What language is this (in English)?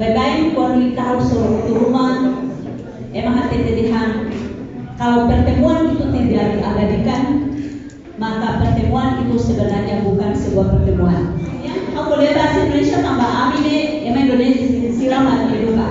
Tetum